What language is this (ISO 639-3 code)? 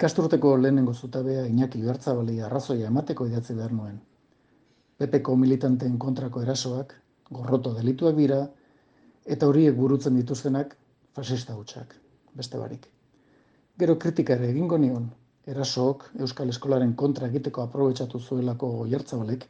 eus